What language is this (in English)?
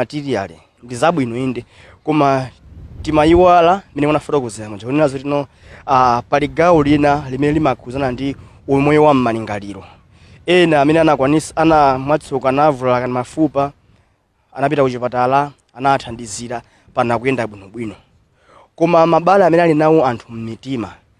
Nyanja